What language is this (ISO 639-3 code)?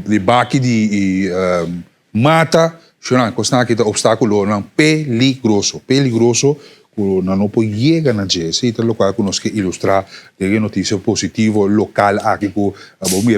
pap